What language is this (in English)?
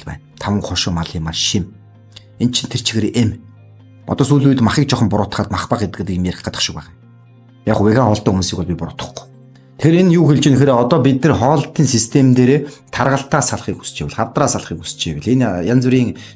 Mongolian